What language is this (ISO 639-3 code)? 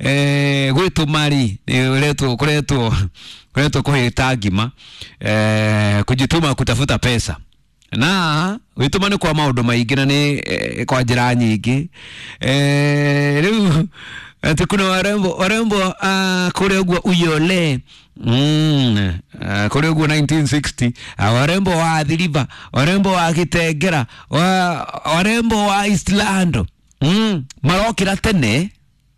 kik